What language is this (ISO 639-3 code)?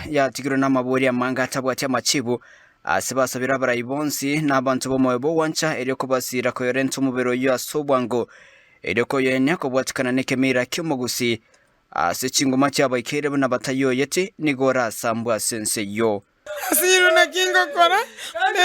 guz